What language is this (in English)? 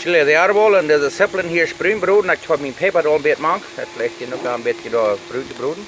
Plautdietsch